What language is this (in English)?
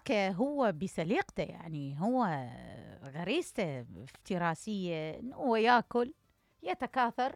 Mesopotamian Arabic